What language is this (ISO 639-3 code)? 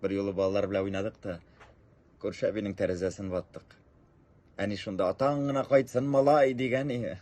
tat